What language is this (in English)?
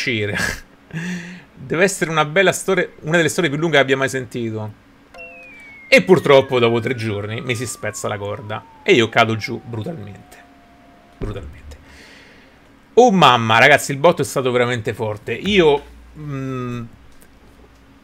Italian